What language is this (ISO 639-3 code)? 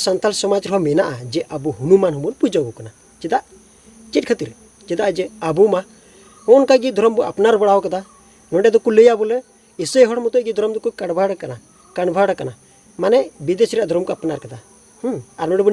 sat